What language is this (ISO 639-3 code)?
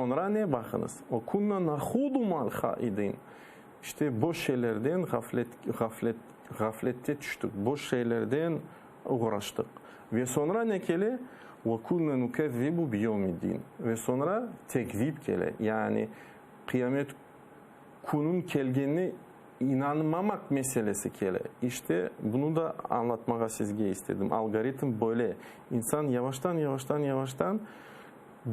crh